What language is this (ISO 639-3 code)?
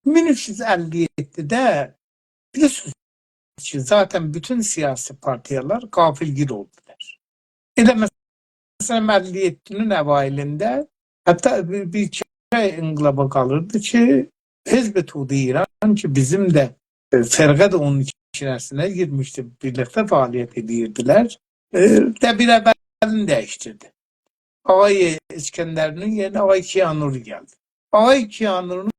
azb